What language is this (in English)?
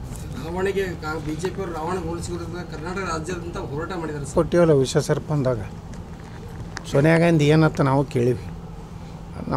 Kannada